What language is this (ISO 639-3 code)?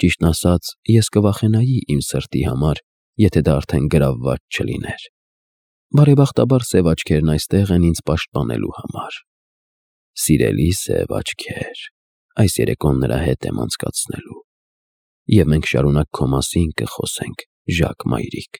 hye